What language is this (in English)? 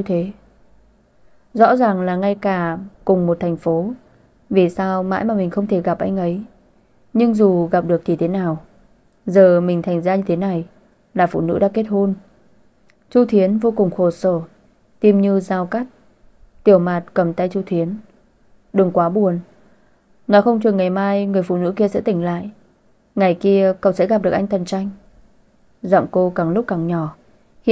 Vietnamese